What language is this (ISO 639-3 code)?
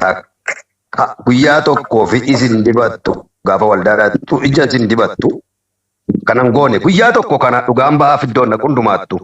orm